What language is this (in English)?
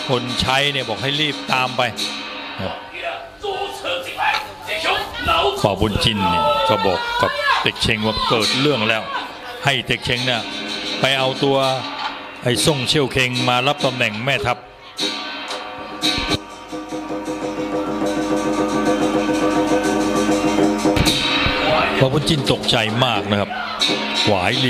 Thai